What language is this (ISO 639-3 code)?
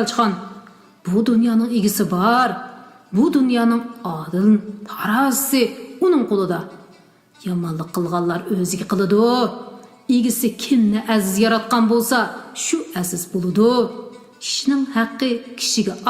uig